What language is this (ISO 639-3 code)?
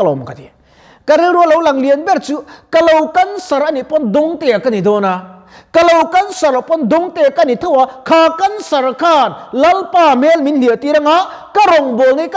lus